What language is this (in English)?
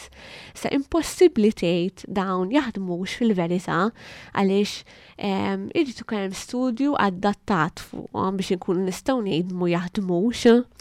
Maltese